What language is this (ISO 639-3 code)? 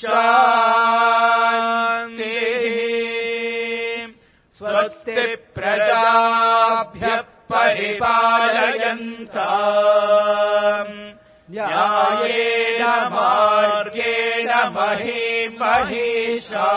san